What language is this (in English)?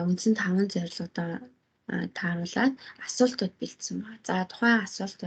Mongolian